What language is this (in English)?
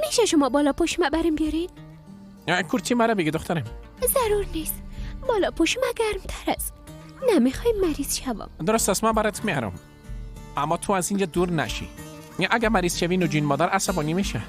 Persian